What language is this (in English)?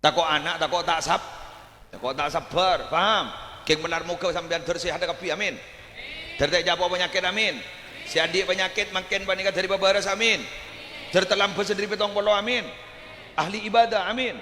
Madurese